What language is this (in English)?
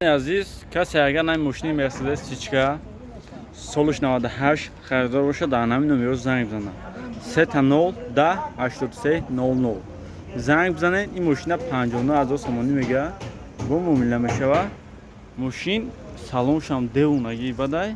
Tajik